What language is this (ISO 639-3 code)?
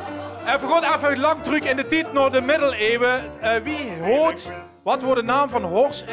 lim